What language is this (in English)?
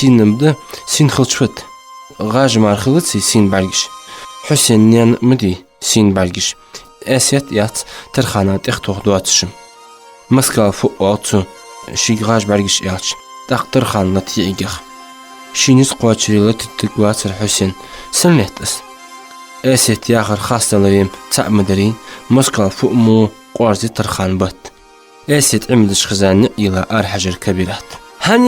Ingush